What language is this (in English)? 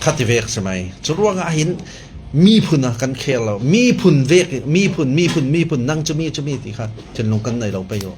Falam Chin